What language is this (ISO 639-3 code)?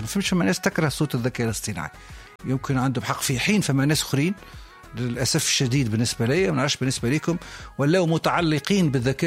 aeb